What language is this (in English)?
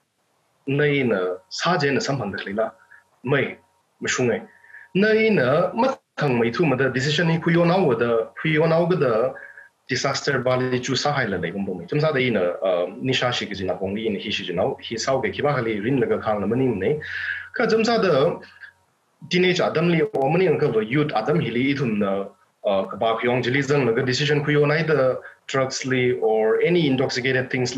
Tangkhul Naga (India)